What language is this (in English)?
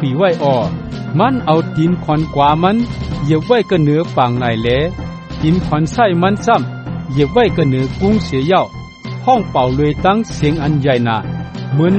Shan